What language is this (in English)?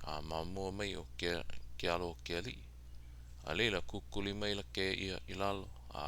Hawaiian